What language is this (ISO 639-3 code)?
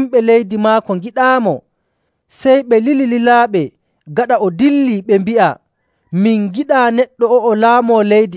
fuv